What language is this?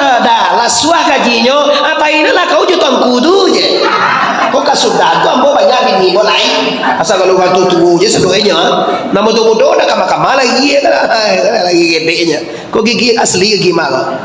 Minangkabau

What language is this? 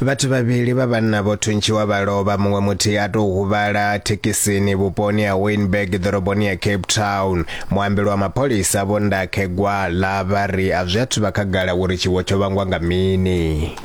Venda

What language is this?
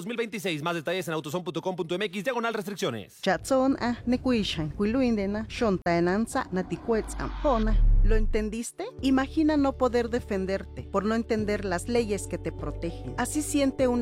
Spanish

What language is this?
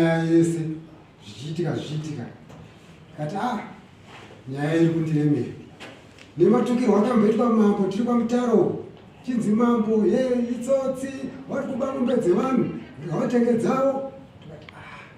Shona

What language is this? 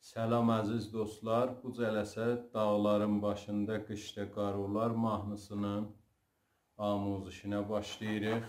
South Azerbaijani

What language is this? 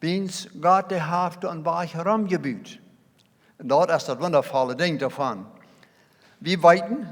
Plautdietsch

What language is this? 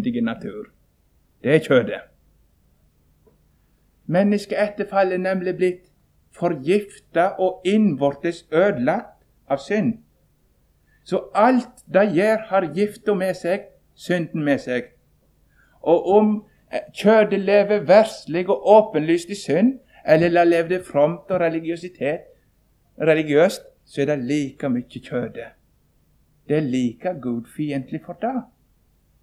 Norwegian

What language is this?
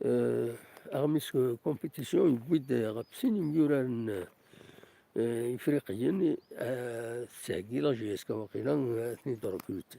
Kabyle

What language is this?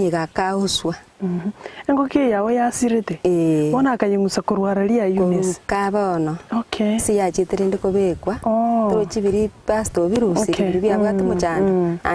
Gusii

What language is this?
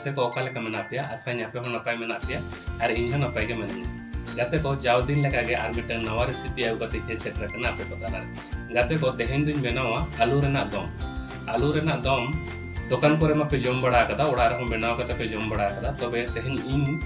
Santali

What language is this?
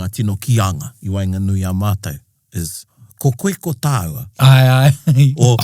Māori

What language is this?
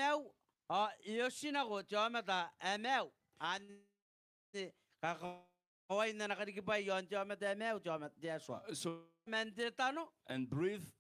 Gilbertese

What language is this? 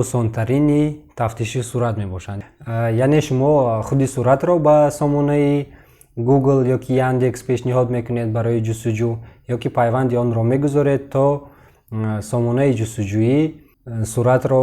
Tajik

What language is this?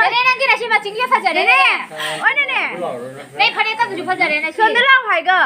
Manipuri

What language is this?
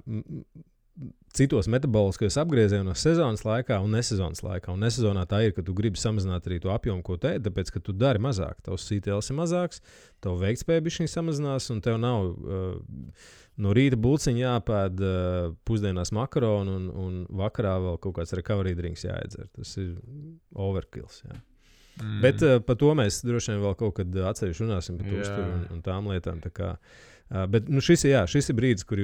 Latvian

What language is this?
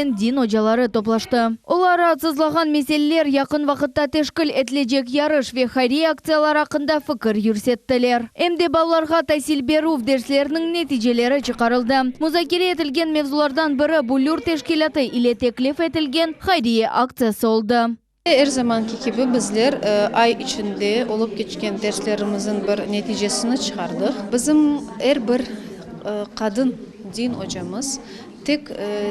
Crimean Tatar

